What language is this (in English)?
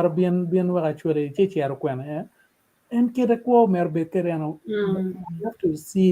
Acoli